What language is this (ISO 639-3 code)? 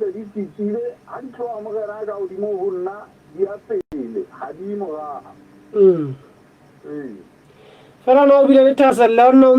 sot